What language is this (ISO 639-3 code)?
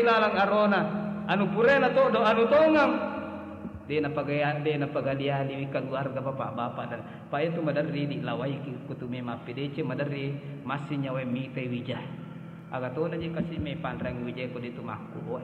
bug